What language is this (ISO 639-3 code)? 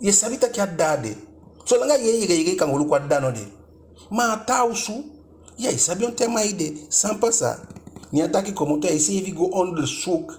djk